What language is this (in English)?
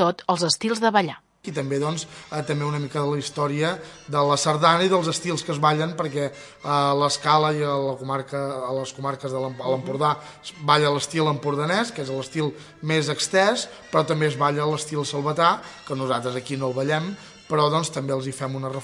Catalan